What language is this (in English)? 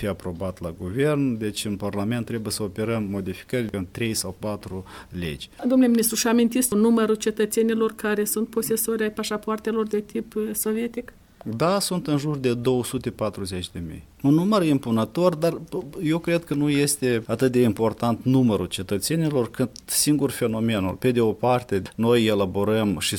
Romanian